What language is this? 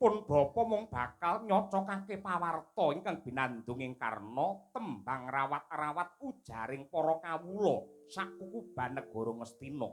Javanese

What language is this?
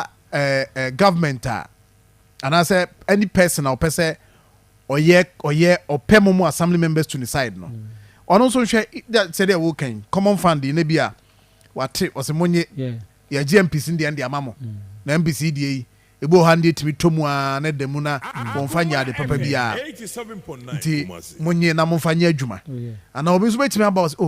Akan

